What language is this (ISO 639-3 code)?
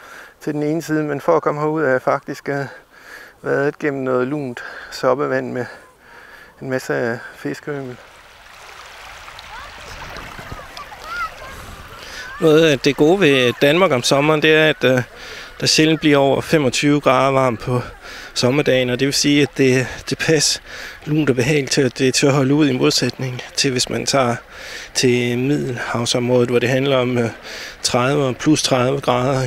dan